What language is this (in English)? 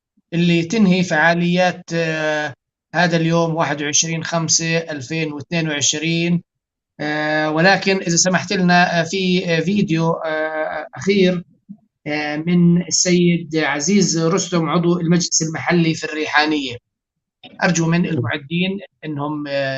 North Levantine Arabic